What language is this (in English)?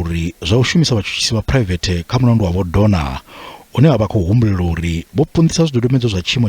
Venda